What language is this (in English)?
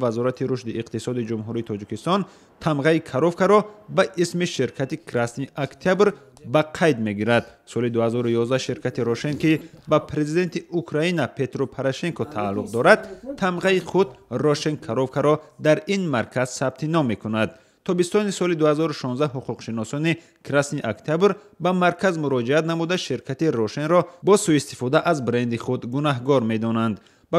Tajik